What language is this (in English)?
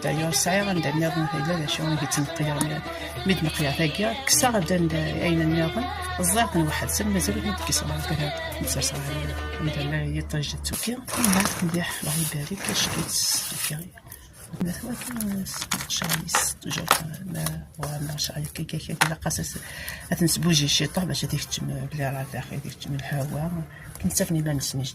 Kabyle